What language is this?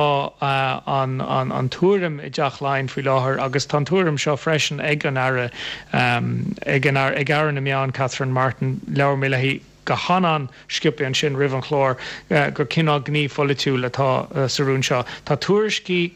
Irish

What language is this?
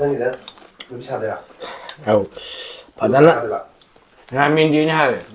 Manipuri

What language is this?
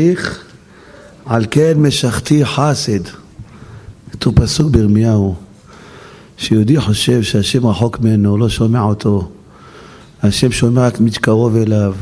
Hebrew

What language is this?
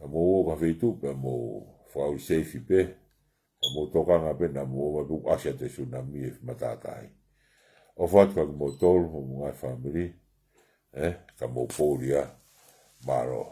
Tongan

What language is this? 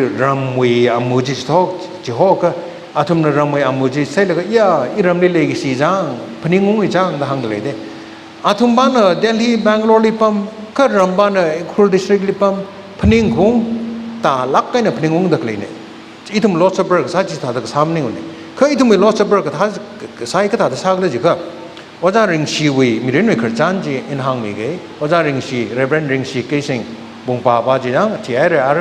Tangkhul Naga (India)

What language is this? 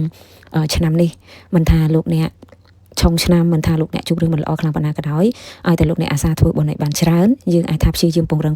Khmer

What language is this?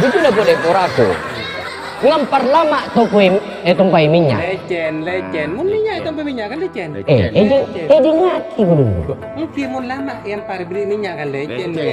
Madurese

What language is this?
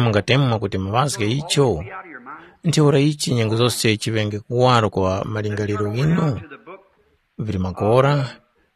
Tumbuka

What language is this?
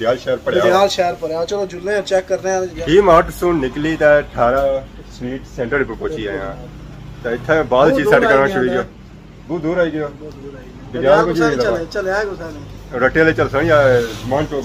Pahari-Potwari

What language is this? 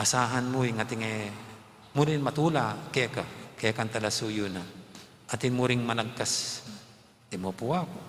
Pampanga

